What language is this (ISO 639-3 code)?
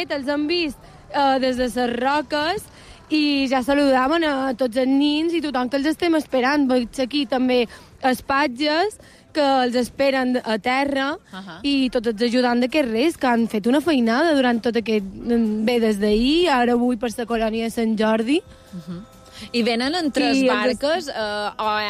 cat